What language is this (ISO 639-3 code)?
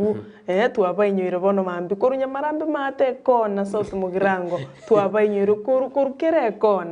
guz